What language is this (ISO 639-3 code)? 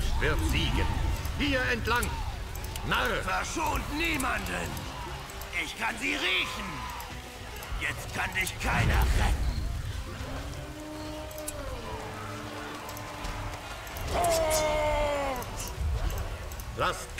deu